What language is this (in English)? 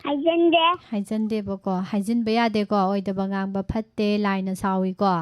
Manipuri